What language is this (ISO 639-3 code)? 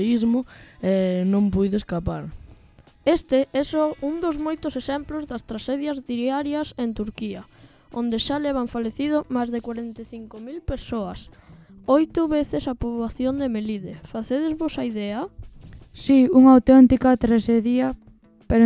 glg